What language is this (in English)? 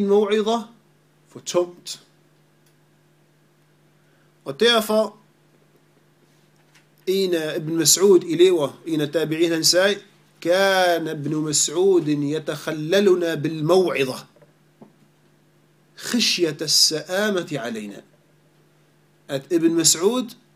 Danish